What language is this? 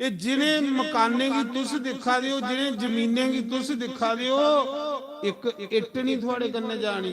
Dogri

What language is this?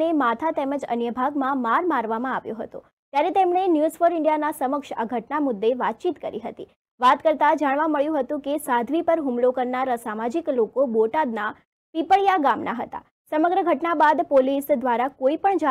Gujarati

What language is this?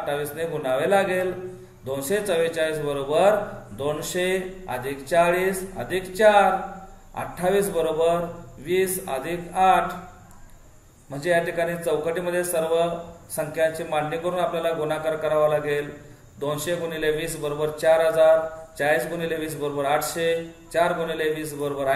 Marathi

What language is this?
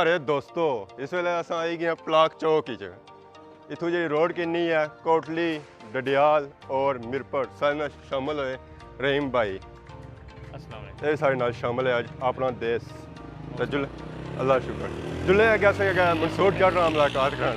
Pahari-Potwari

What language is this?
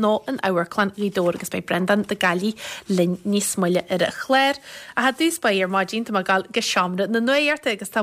Irish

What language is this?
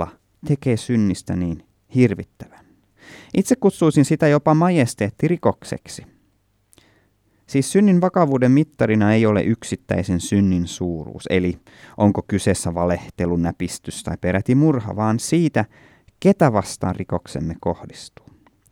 Finnish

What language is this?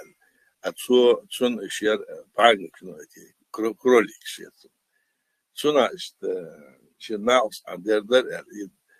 Chechen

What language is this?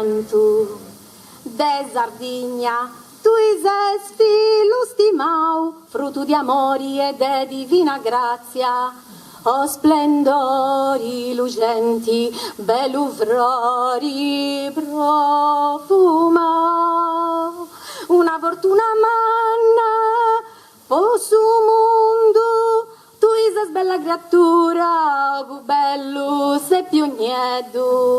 Sardinian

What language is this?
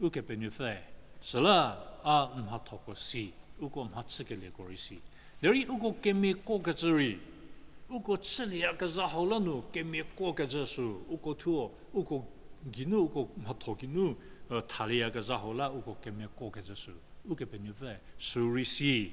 Angami Naga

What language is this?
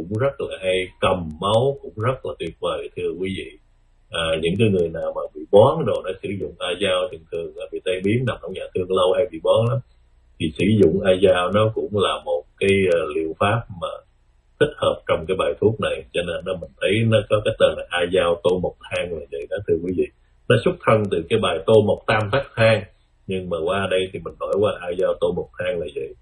Vietnamese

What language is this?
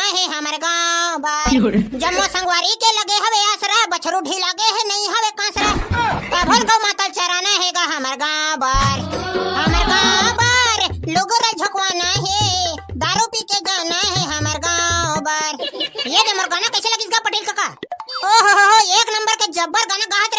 Chhattisgarhi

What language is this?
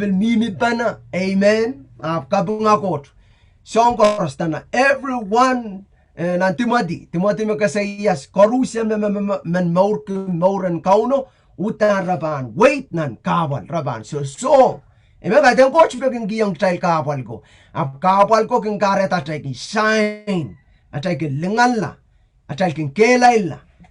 Pohnpeian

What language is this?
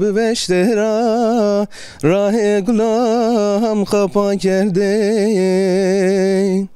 Zaza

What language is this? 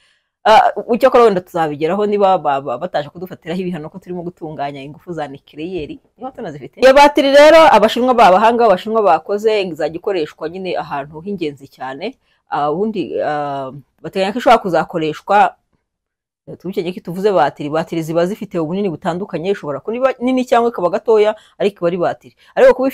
Kinyarwanda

